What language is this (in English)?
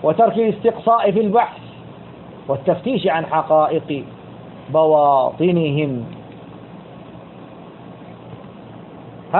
Arabic